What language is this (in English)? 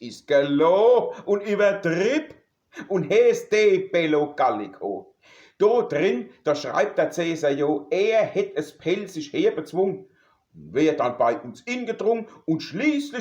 Palatine German